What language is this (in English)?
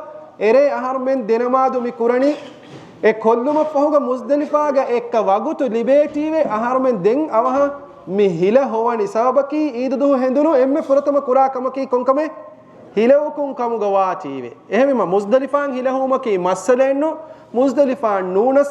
Divehi